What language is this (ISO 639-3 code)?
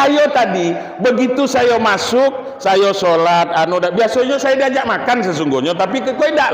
min